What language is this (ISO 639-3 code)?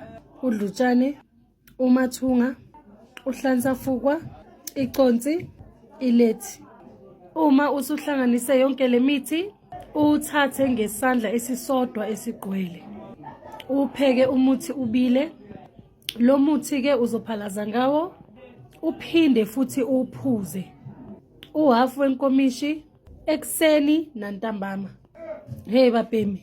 zul